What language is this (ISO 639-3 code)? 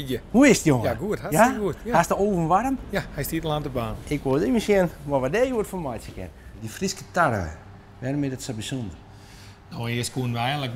fry